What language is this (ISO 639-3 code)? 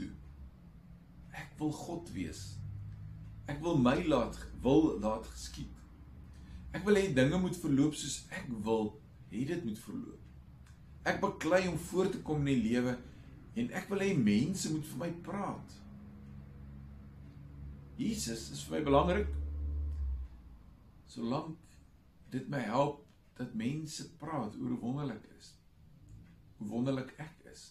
afr